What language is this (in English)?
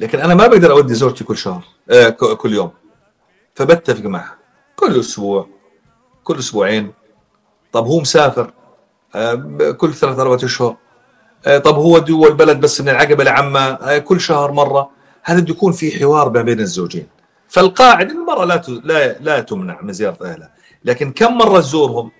North Levantine Arabic